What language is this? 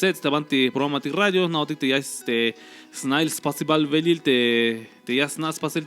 Tzeltal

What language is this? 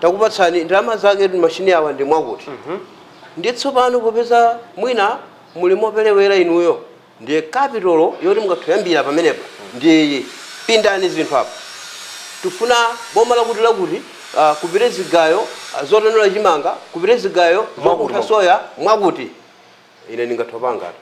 Nyanja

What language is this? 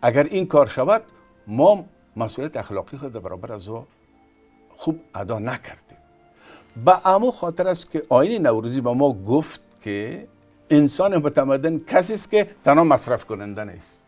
Tajik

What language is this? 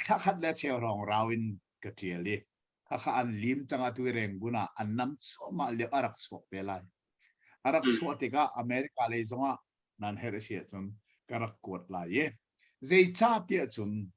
Hakha Chin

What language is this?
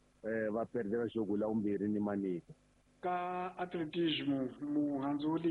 Tsonga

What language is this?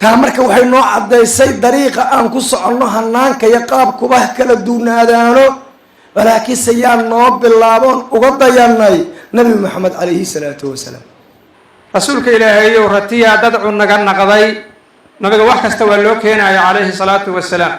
Somali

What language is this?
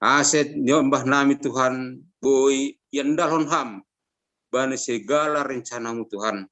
Batak Simalungun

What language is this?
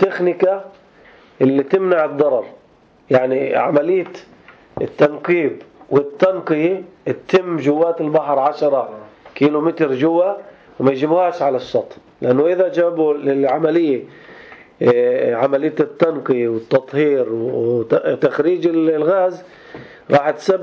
North Levantine Arabic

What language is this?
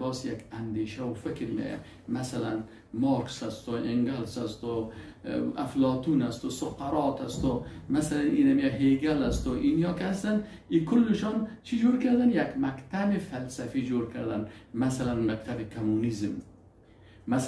Persian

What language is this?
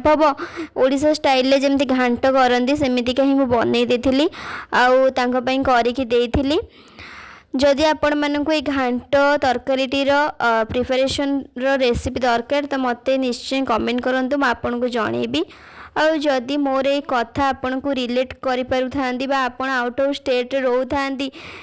Odia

